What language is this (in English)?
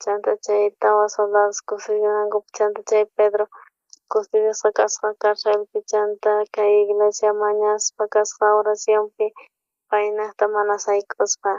South Bolivian Quechua